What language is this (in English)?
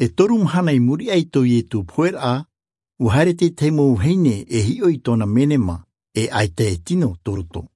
Tahitian